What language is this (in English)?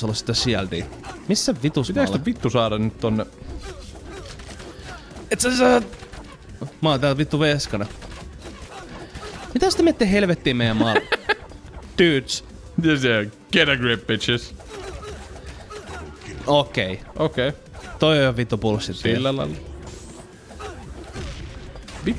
Finnish